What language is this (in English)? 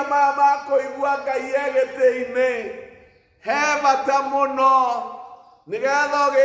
Kikuyu